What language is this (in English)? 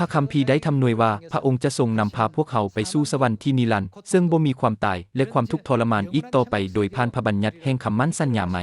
Lao